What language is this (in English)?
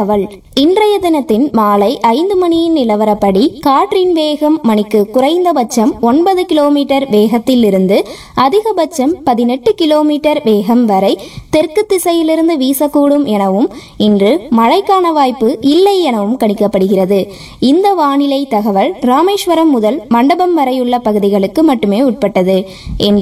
Tamil